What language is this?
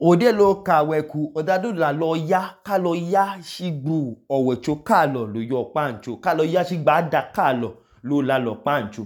Idoma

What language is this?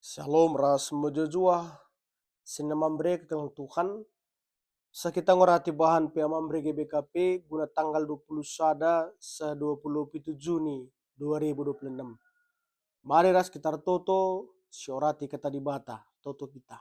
Batak Karo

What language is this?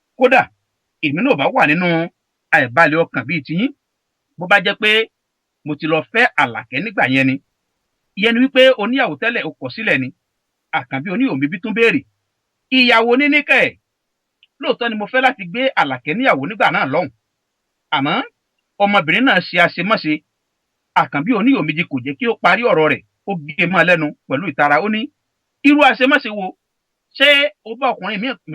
Yoruba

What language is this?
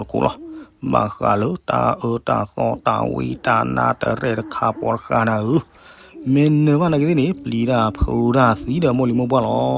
S'gaw Karen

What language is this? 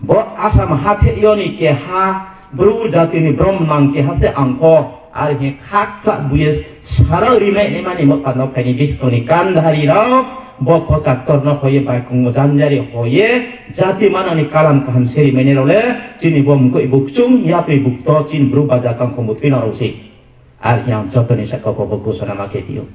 Riang (India)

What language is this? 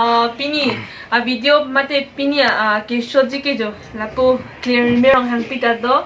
Karbi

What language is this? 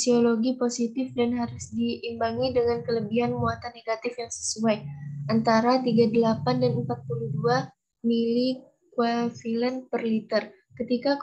Indonesian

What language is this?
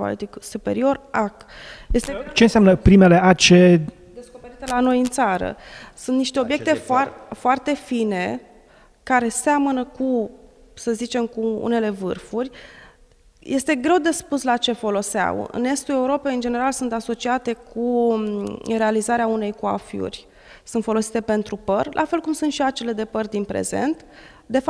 Romanian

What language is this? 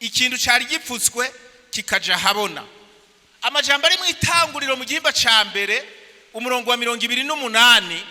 Rundi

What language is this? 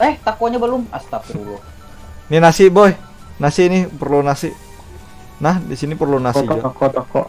Banjar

